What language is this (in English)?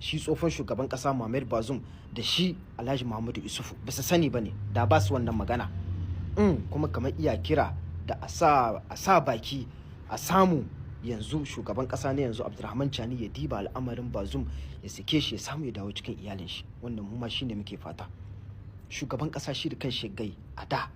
Hausa